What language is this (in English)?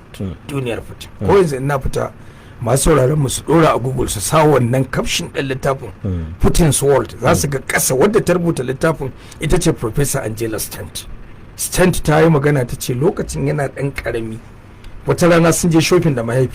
Hausa